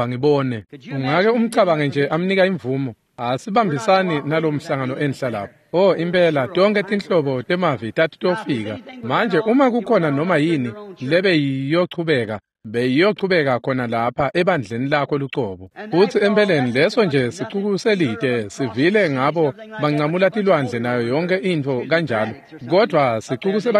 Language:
Swati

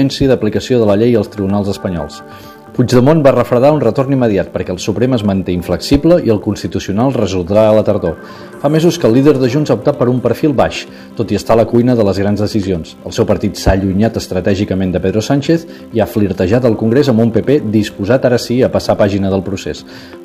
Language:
Catalan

